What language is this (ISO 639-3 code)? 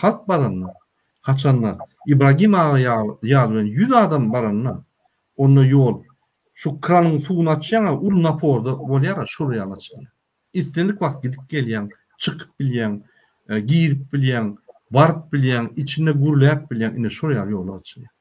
tuk